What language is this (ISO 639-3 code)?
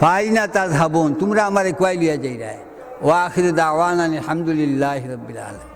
syl